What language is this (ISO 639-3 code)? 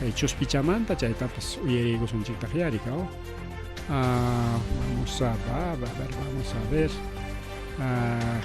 quy